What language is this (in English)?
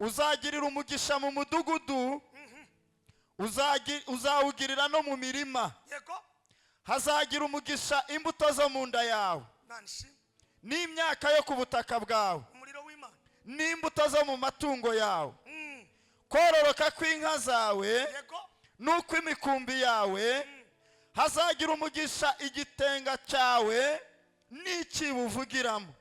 Kinyarwanda